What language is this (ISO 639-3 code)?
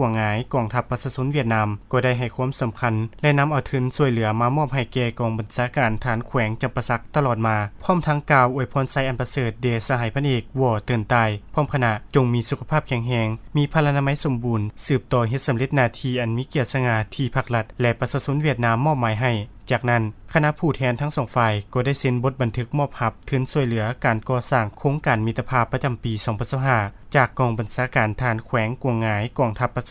lao